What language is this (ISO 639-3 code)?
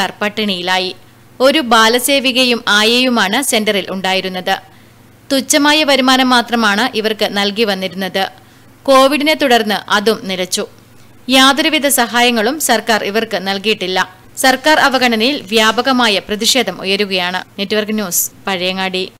mal